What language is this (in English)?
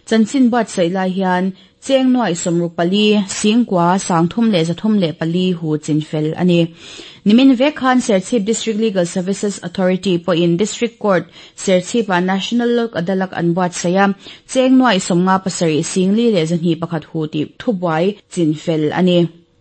Mizo